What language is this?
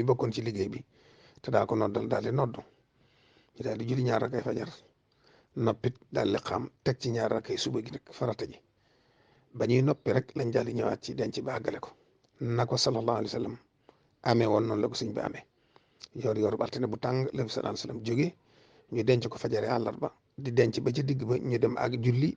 Wolof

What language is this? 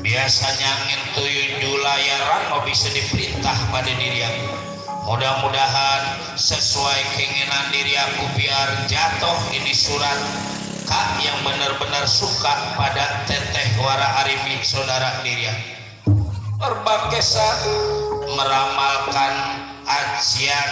Betawi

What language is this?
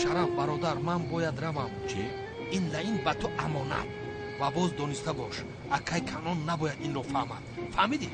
Tajik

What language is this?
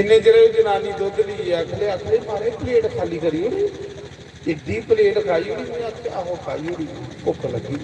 Dogri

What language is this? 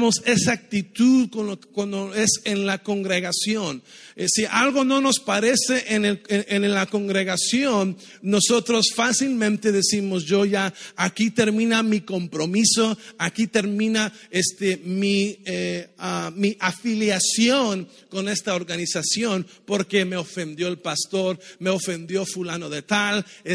Spanish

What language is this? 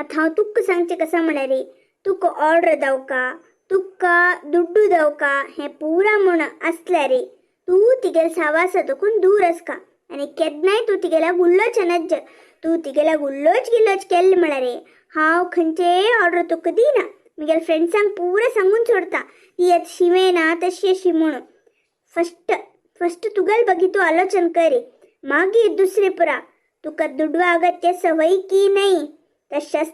Konkani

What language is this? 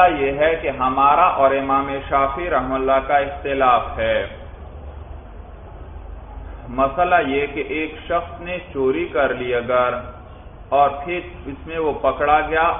Urdu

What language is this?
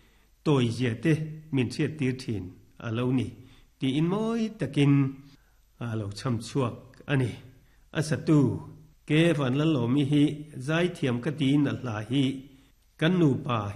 Mizo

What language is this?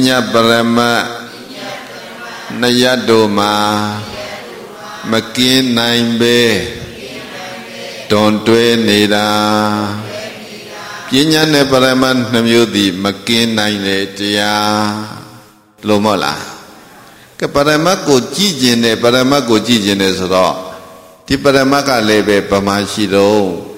Burmese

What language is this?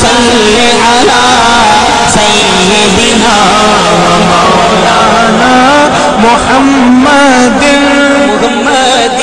Saraiki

